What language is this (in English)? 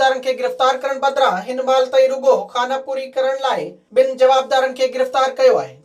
Sindhi